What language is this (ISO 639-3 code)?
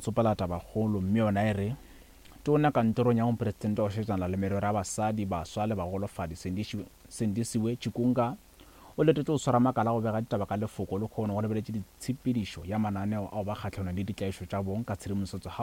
nso